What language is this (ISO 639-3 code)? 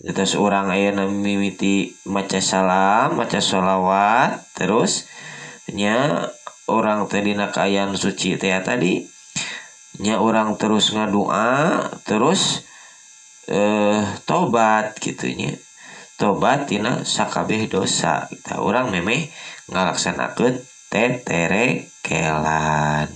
sun